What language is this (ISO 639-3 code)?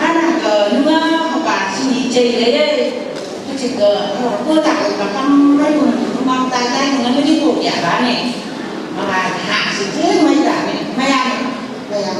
nph